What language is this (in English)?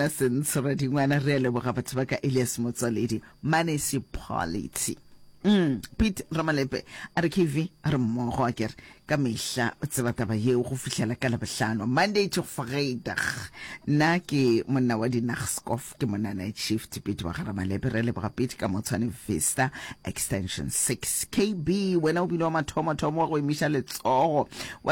Northern Sotho